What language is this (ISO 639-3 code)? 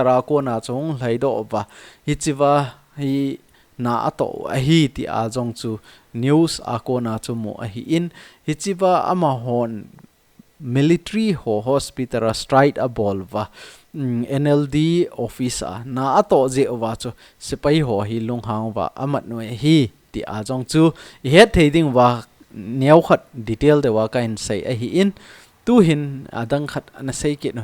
tcz